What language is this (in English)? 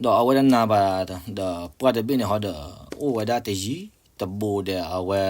S'gaw Karen